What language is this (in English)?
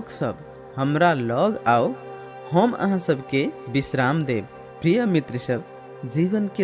Maithili